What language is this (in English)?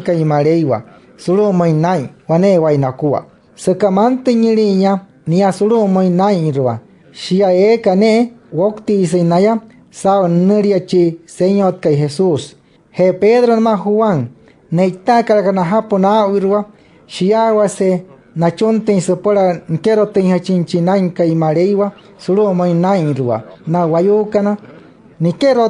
Wayuu